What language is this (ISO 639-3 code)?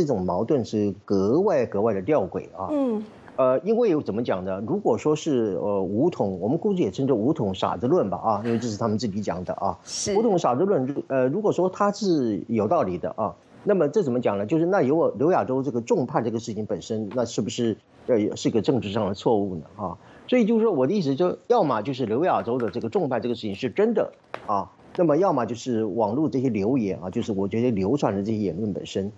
zho